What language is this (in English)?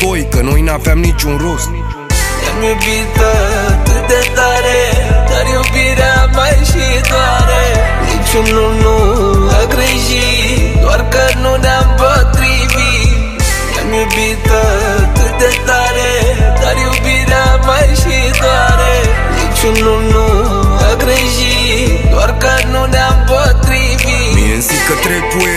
Romanian